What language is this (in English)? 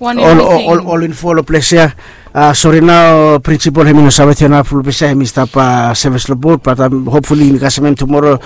Bislama